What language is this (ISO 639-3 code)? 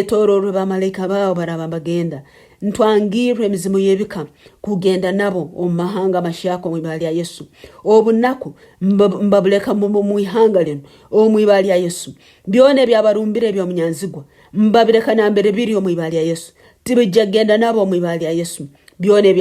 nyn